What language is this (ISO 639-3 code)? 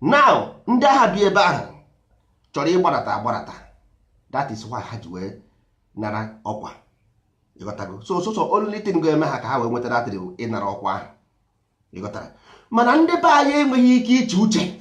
ibo